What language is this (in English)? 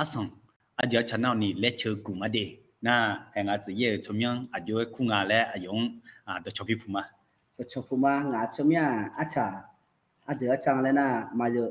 Akha